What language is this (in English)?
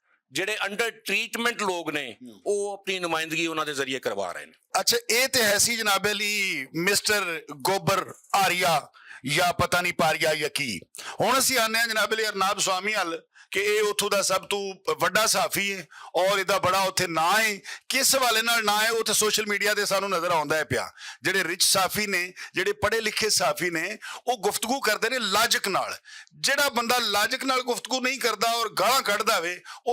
Western Panjabi